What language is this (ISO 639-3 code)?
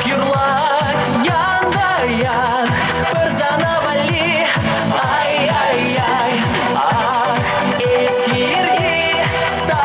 chv